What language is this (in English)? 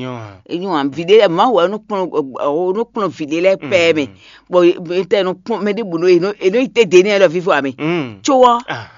Fon